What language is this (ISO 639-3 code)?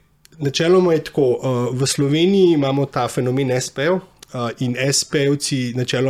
slv